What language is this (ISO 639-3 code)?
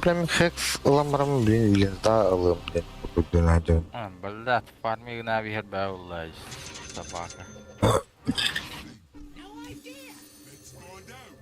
sah